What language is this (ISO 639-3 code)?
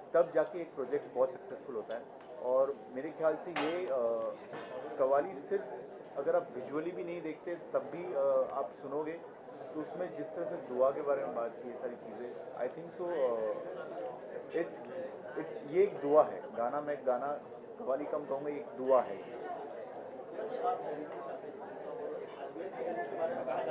hin